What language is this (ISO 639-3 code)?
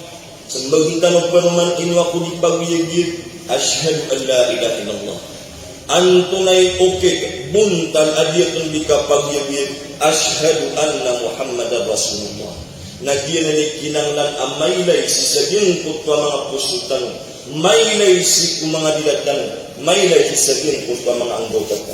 mrw